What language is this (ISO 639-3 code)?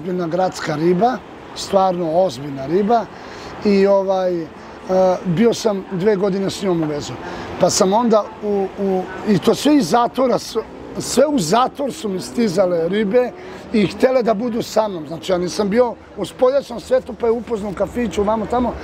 srp